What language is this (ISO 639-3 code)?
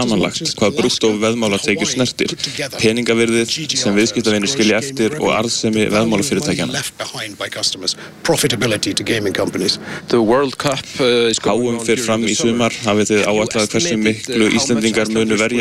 isl